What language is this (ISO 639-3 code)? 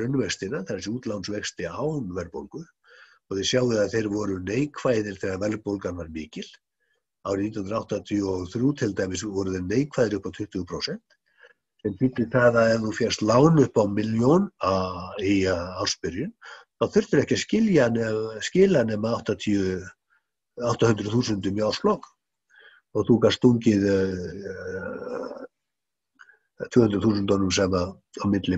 isl